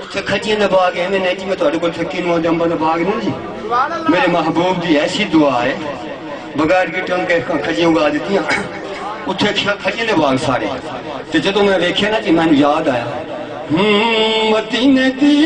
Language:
Saraiki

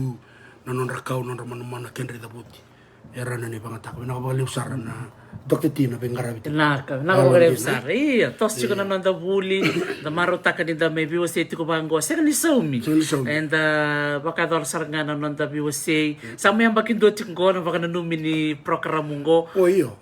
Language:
Fijian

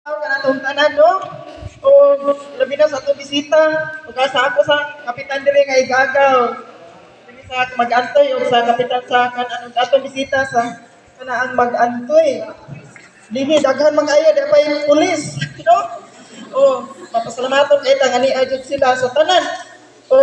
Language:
Cebuano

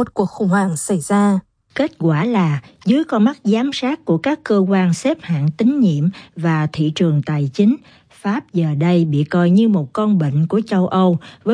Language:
Vietnamese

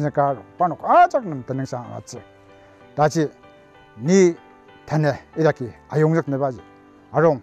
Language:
Ao Naga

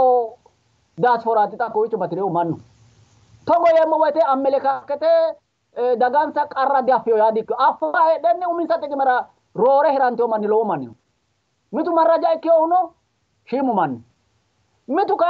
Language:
Sidamo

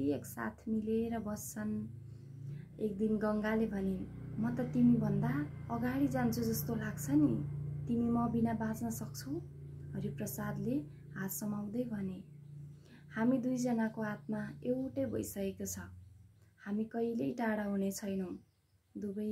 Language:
Nepali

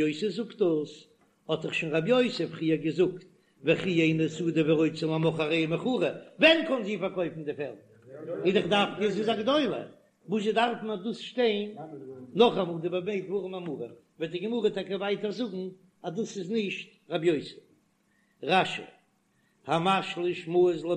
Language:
Yiddish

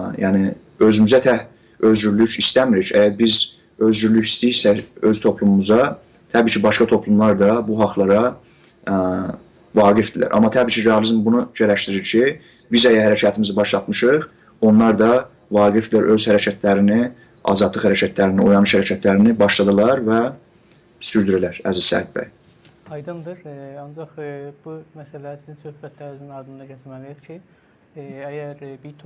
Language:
South Azerbaijani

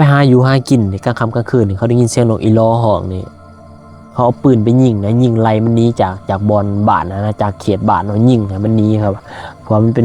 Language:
Lao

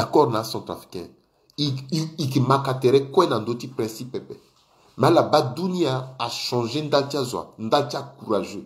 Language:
Sango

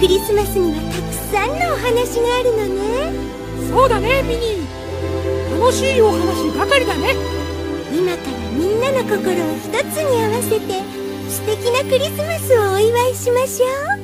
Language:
Japanese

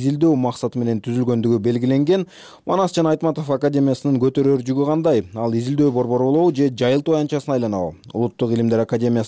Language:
Kyrgyz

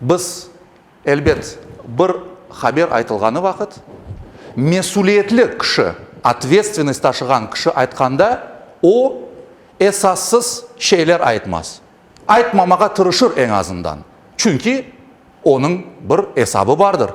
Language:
Crimean Tatar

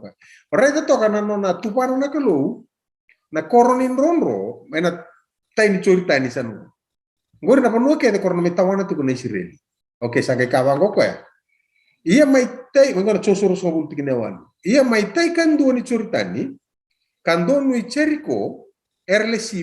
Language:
Fijian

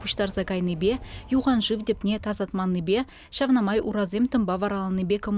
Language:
Chuvash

